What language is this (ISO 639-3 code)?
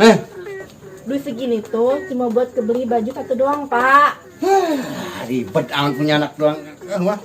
bew